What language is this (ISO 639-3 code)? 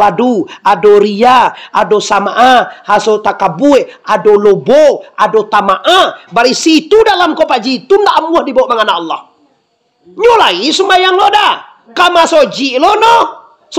min